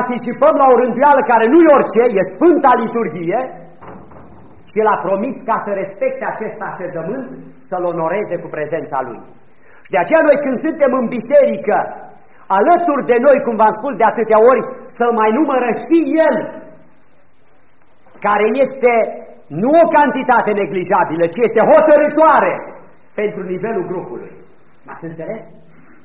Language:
Romanian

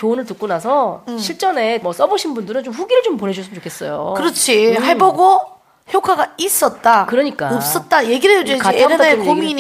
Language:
Korean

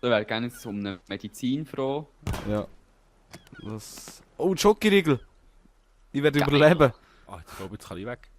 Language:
Swiss German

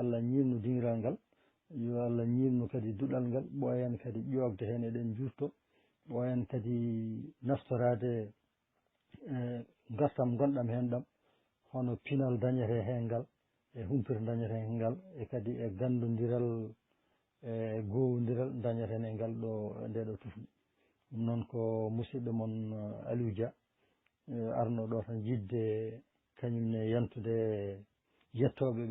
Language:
Fula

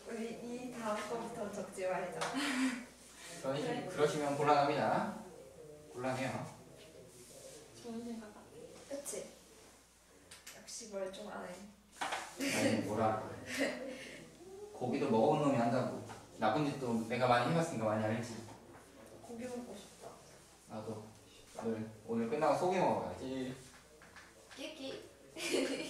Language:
Korean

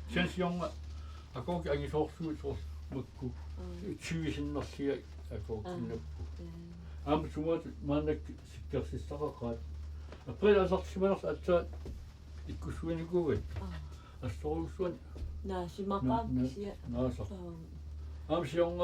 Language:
Kalaallisut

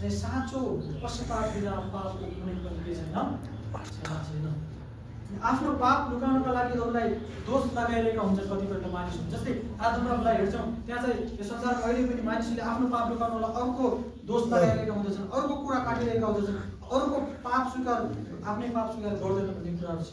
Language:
Nepali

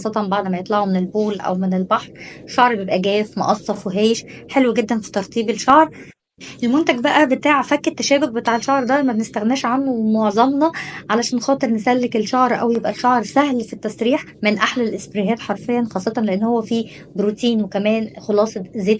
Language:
Egyptian Arabic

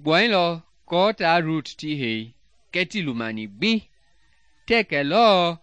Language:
Mende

